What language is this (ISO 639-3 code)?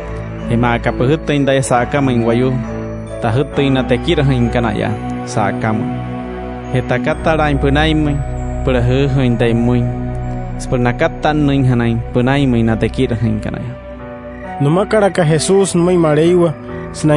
guc